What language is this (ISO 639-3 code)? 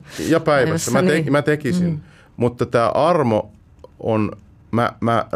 fin